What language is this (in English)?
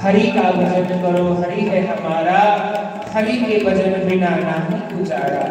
Dogri